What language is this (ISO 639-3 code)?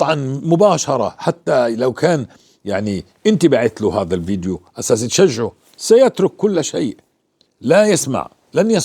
apc